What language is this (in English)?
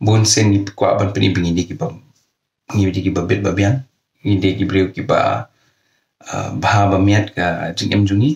Khasi